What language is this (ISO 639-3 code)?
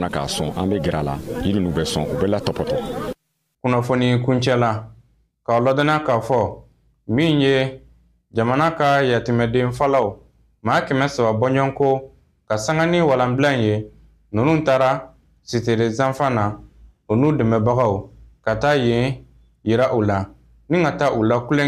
bam